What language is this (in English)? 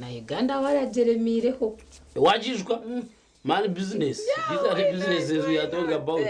Nyankole